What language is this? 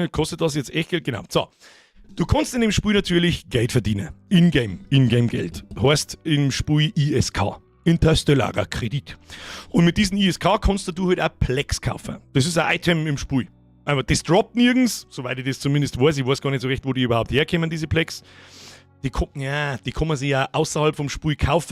Bavarian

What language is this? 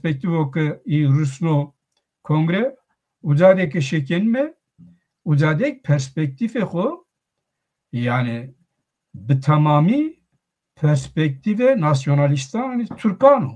Zaza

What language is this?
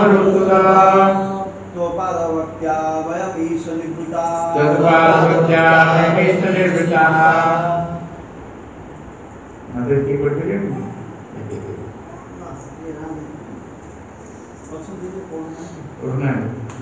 Odia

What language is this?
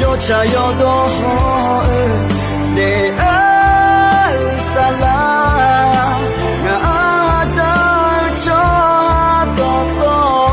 Akha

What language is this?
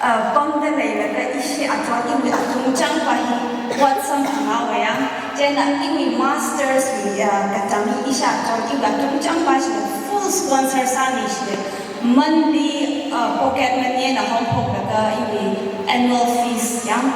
Tangkhul Naga (India)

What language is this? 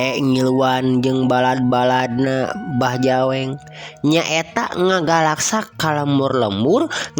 Sundanese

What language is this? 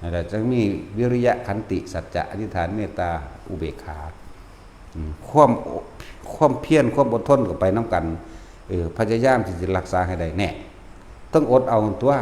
Northeastern Thai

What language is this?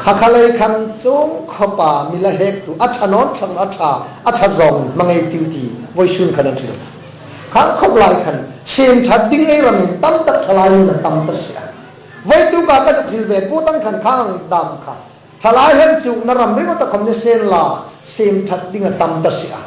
Hmar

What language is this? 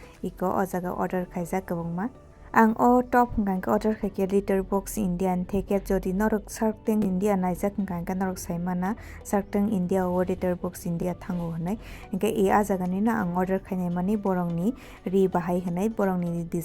Kok Borok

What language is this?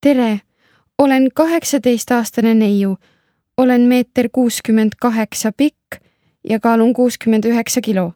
Estonian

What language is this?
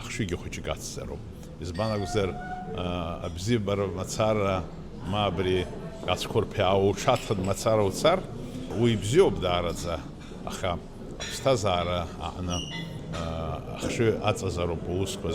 Abkhazian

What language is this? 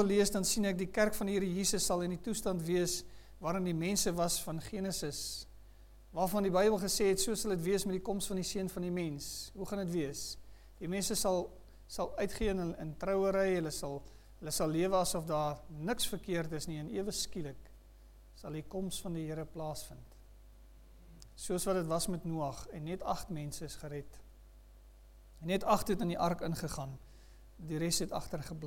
Afrikaans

